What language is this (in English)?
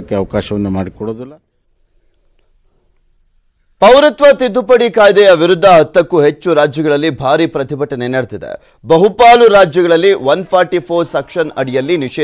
Kannada